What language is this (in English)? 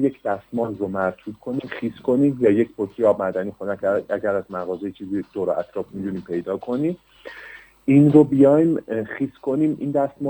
Persian